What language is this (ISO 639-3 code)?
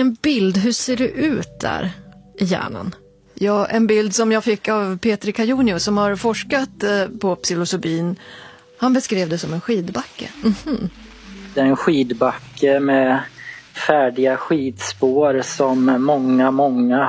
swe